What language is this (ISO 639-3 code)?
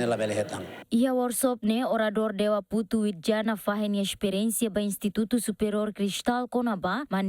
tet